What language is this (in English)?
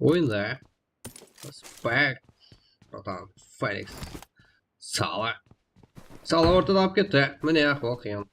Kara-Kalpak